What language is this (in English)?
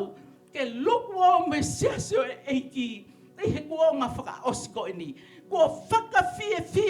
Tongan